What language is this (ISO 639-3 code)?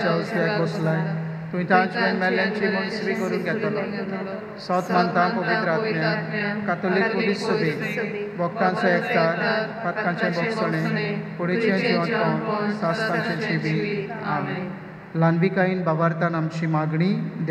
kok